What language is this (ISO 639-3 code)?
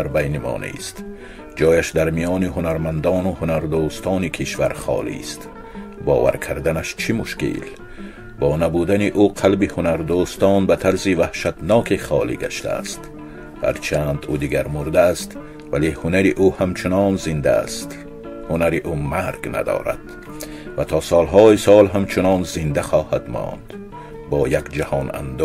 tgk